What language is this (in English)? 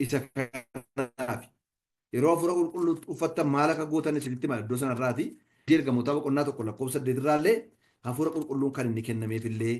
Oromo